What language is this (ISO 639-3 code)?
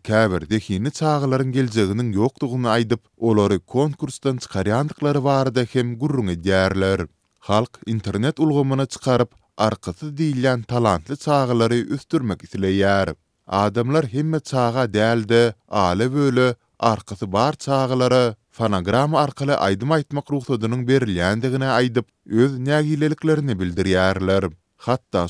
tuk